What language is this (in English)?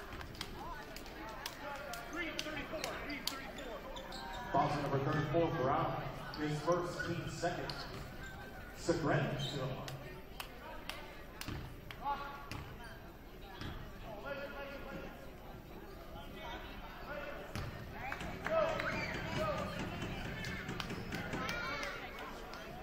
English